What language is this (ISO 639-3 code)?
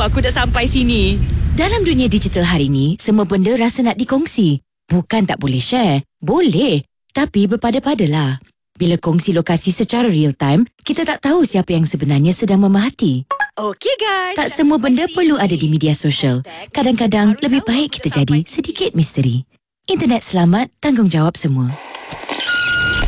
msa